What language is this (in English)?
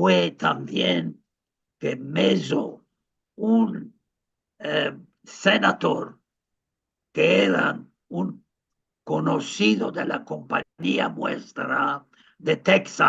Ladino